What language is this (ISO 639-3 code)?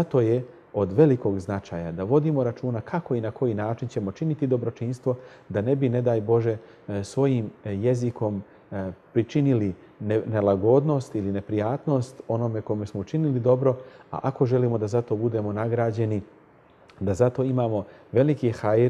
bos